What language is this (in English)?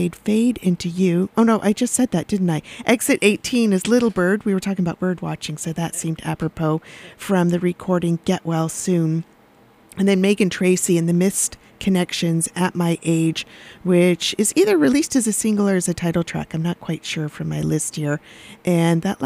English